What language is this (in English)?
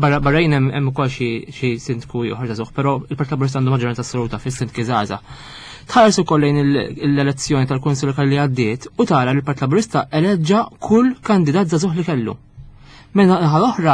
Maltese